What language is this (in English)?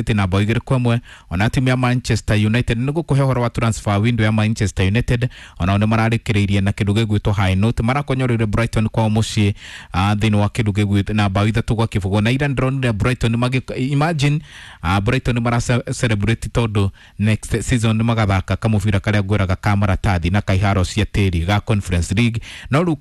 Kikuyu